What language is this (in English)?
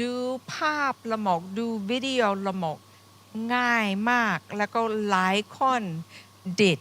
Akha